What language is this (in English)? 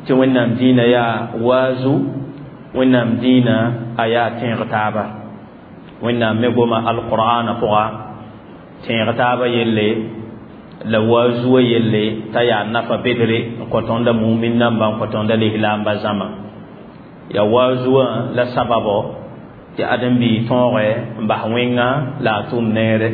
Mossi